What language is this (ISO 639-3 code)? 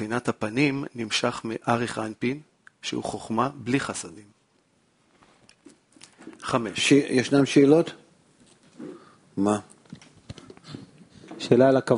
heb